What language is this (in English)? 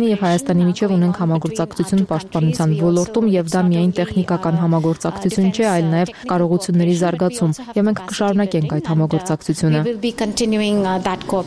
Armenian